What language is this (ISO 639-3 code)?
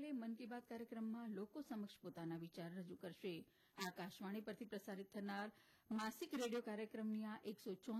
guj